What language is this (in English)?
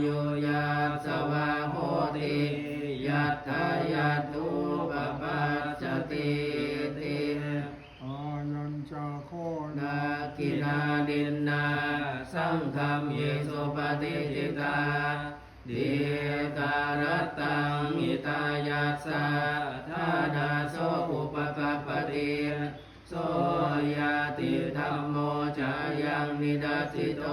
Pali